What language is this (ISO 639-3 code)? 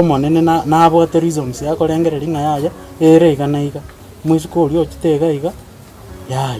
guz